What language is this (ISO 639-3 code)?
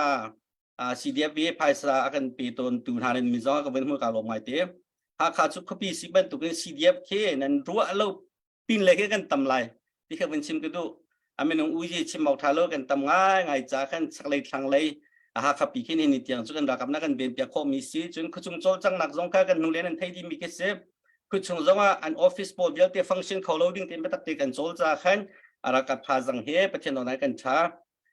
cnh